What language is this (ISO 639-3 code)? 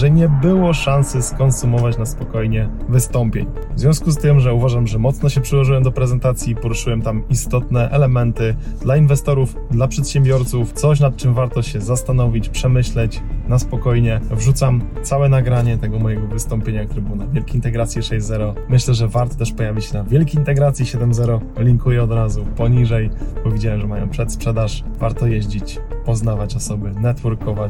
pol